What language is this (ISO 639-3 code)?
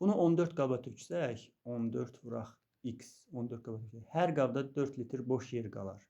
aze